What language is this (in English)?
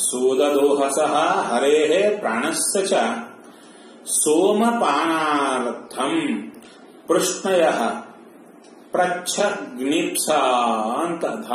Kannada